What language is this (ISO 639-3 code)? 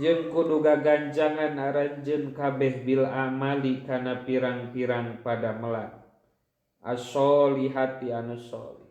sun